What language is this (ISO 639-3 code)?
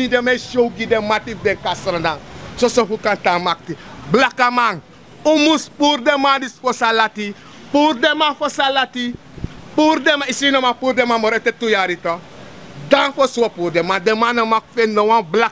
srn